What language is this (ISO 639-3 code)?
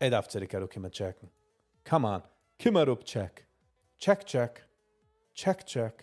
yid